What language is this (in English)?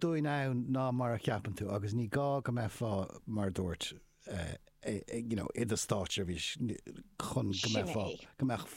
Irish